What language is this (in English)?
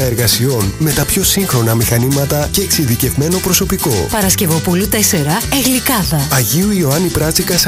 Greek